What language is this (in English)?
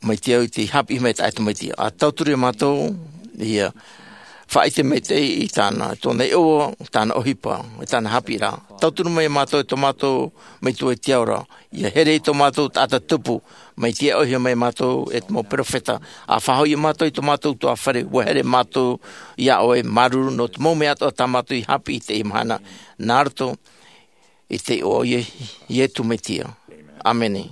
Tahitian